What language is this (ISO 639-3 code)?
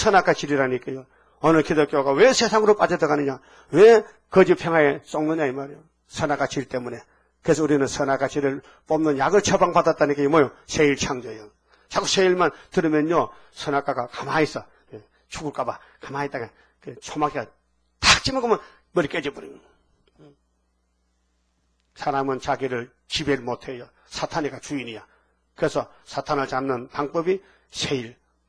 kor